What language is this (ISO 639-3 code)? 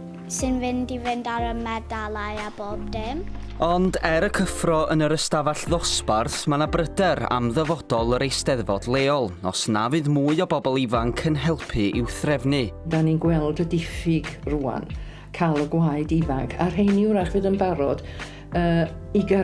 cym